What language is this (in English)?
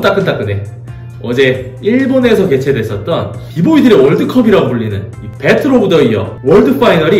Korean